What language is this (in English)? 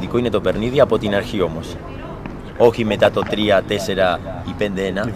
Greek